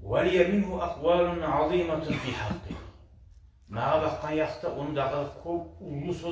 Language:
Kumyk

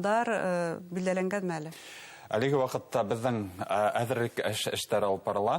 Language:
Bashkir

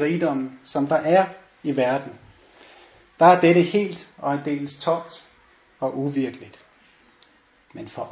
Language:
Danish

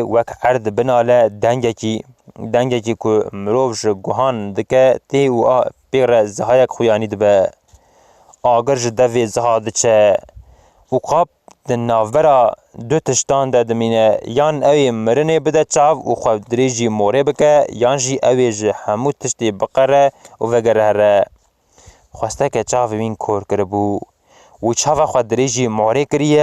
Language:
Kurdish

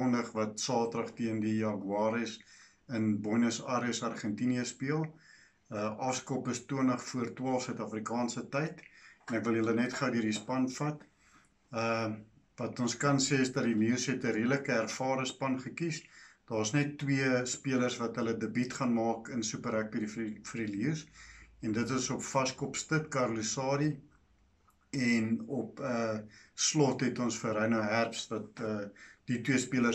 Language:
Afrikaans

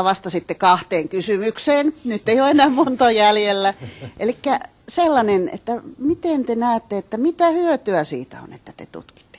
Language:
Finnish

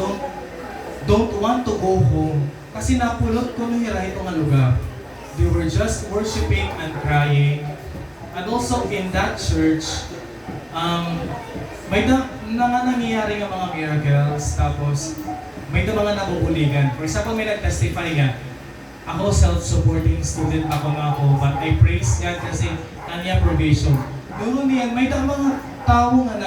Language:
Waray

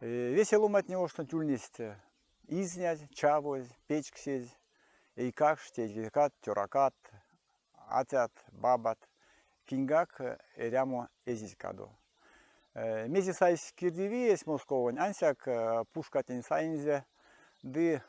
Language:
Erzya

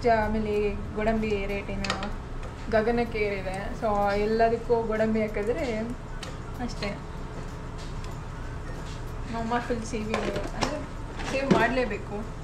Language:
Kannada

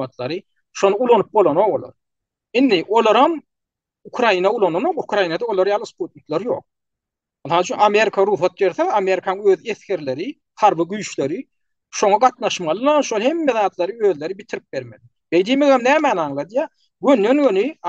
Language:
Turkmen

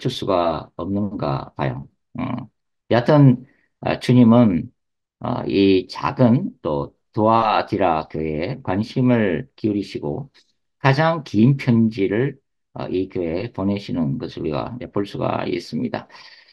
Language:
Korean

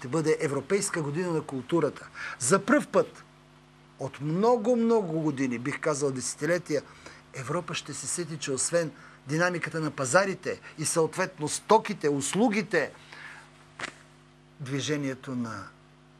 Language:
Bulgarian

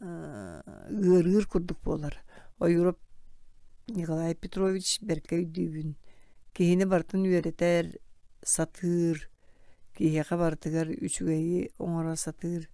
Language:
Yakut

